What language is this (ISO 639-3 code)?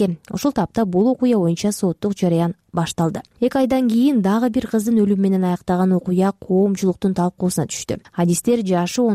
kir